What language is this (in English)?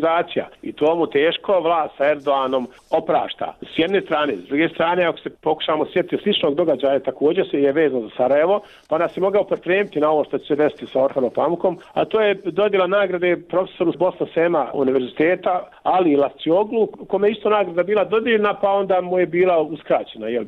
Bosnian